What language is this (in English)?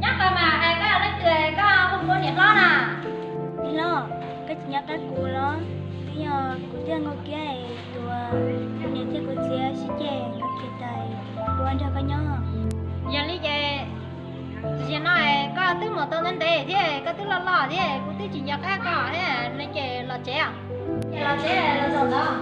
Hmong